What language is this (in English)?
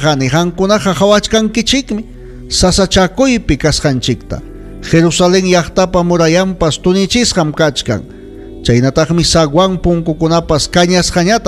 Ayacucho Quechua